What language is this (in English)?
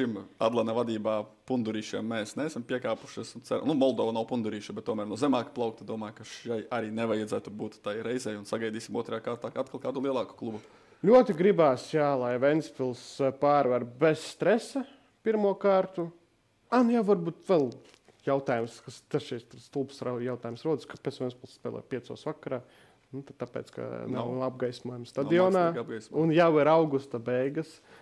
Latvian